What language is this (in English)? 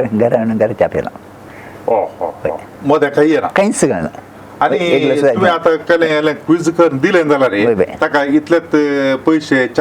Konkani